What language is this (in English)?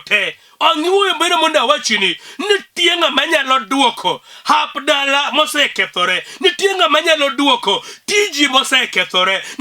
Luo (Kenya and Tanzania)